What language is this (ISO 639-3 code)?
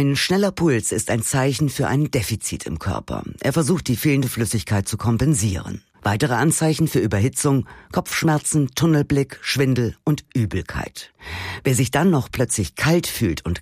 deu